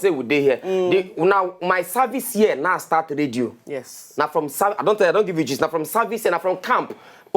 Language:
Nigerian Pidgin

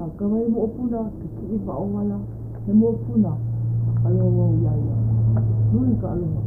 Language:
Hawaiian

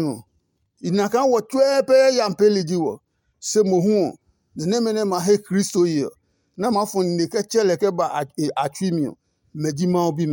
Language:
Adangme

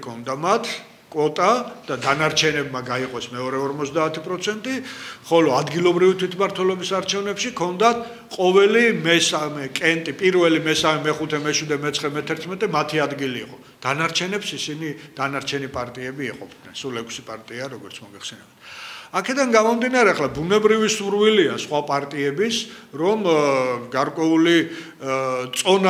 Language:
Georgian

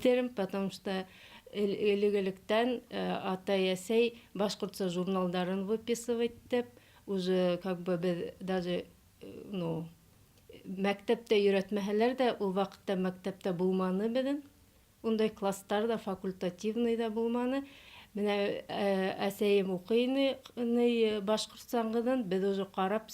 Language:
Bashkir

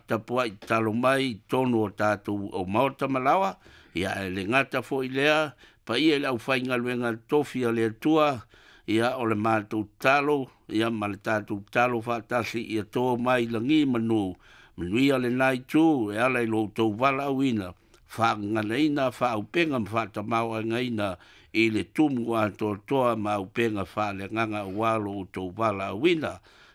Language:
Samoan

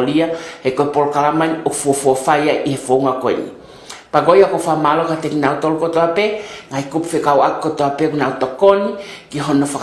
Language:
Tongan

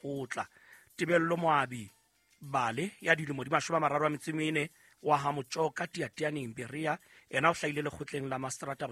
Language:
Southern Sotho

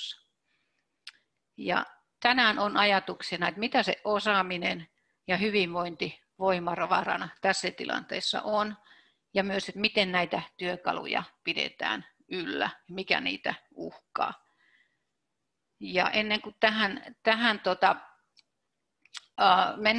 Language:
Finnish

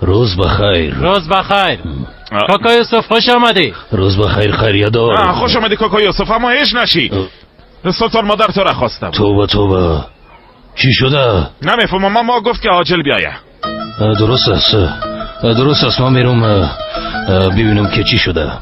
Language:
Persian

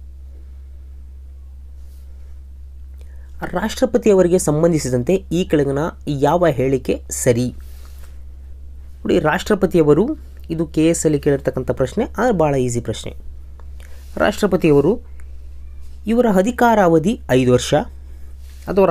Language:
Kannada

